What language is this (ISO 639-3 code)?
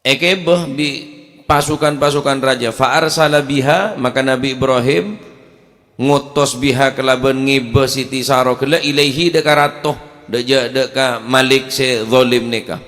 mad